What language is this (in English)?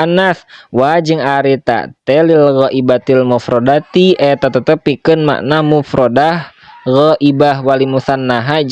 Sundanese